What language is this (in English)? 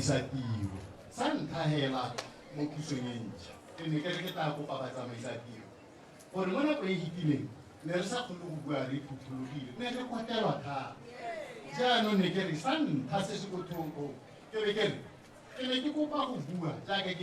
Tswana